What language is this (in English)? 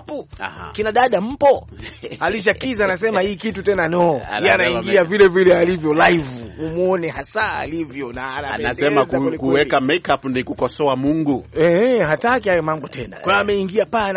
Swahili